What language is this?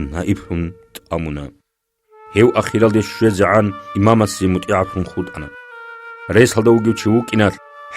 Avaric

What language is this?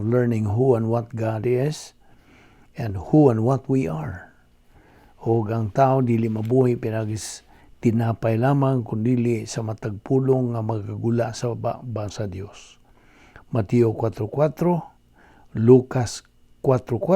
Cebuano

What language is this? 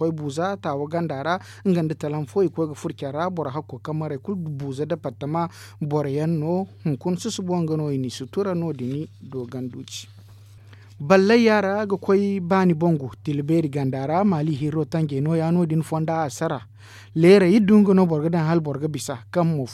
Zarma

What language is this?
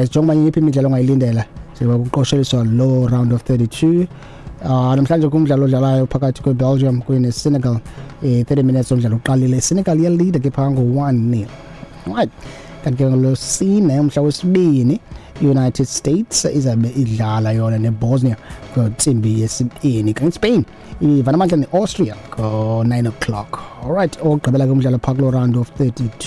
Xhosa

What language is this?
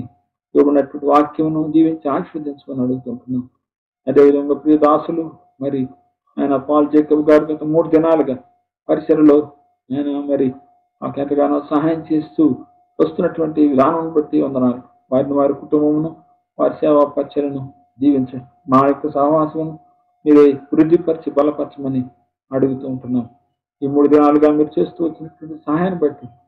Telugu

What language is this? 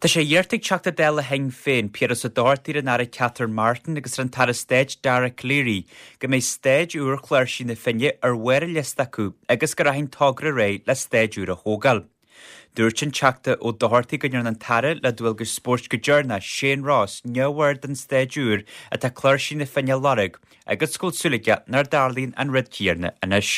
Irish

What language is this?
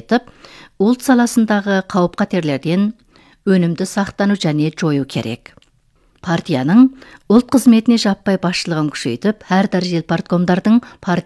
Kazakh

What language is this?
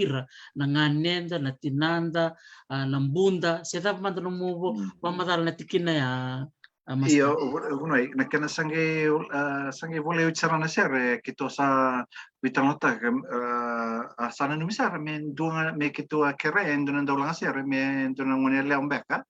Fijian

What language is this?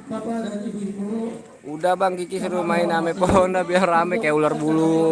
Betawi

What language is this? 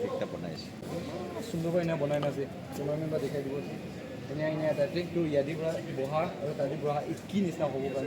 Naga Pidgin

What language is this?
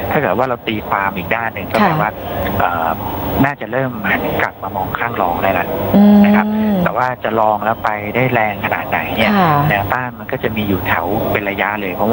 Thai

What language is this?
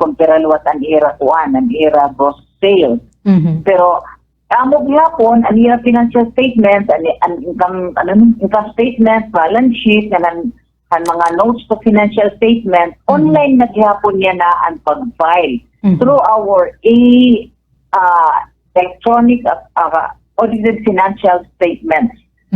Waray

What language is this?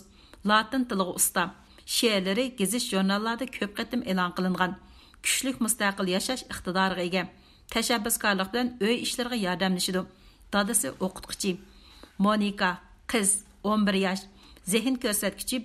Uyghur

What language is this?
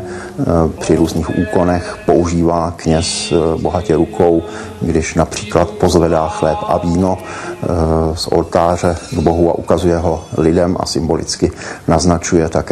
Czech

